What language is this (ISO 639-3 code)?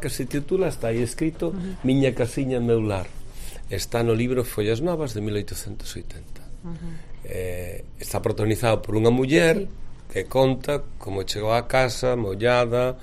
glg